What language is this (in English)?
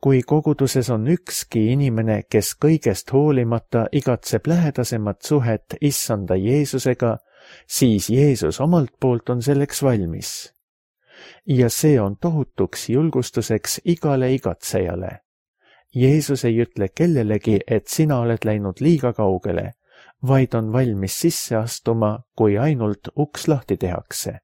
Estonian